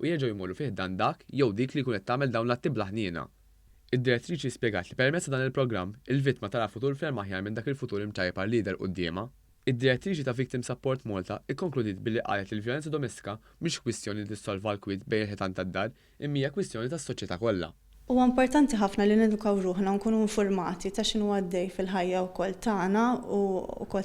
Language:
Maltese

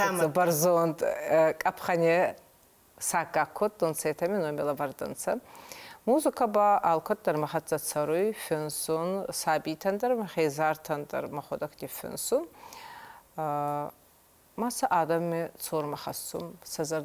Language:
Ossetic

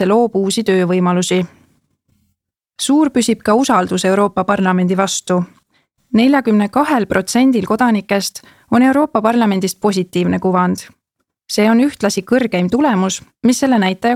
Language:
Estonian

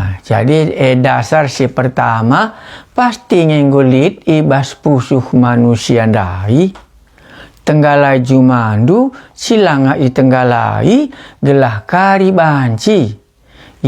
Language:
Batak Karo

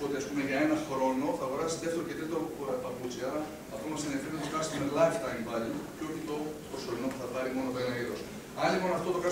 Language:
Greek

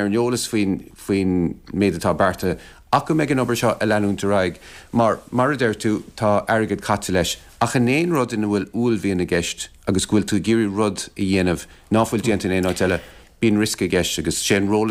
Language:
Irish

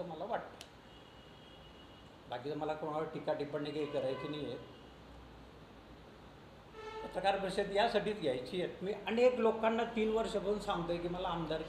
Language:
Marathi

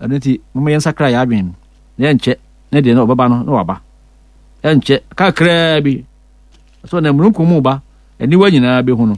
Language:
Akan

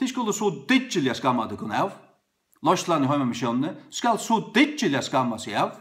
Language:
Faroese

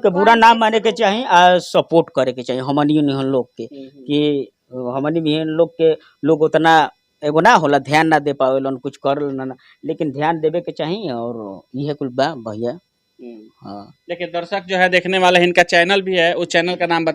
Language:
Bhojpuri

